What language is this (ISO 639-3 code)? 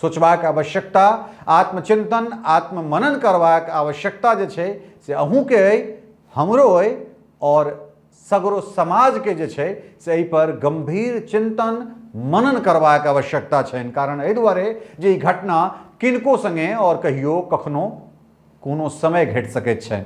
mai